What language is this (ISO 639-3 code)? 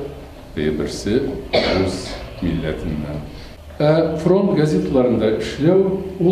tat